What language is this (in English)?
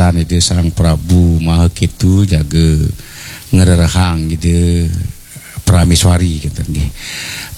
Balinese